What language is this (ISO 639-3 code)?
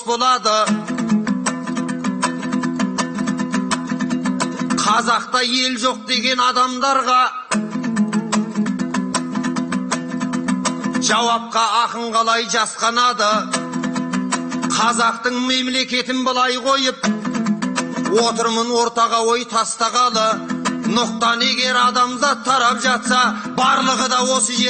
kaz